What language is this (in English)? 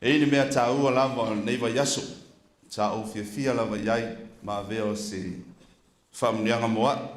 Samoan